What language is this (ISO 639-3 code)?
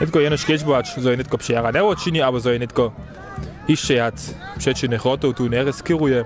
hsb